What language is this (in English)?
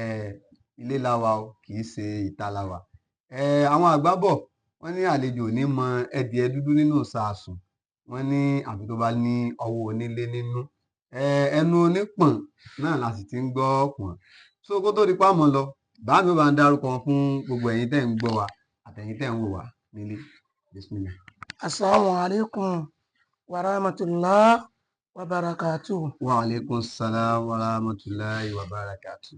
Yoruba